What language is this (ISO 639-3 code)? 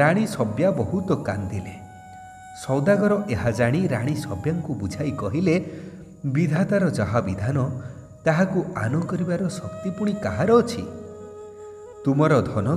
ori